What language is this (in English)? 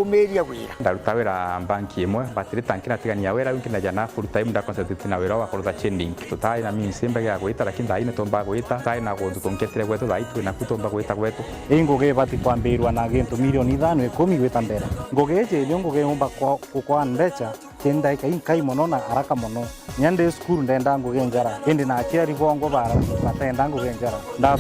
Meru